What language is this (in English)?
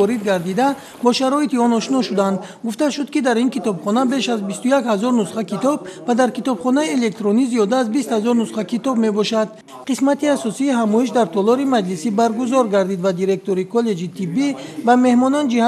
Tajik